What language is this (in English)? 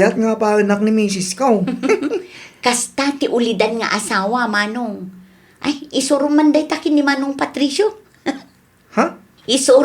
Iloko